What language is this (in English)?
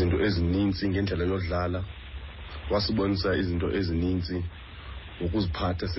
Xhosa